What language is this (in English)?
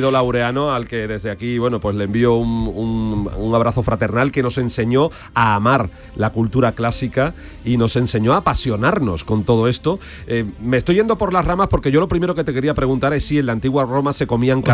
Spanish